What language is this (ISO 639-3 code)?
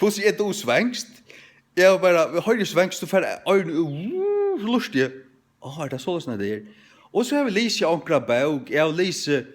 fao